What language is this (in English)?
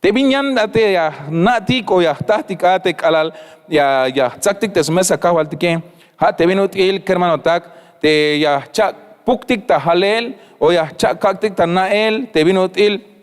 Tzeltal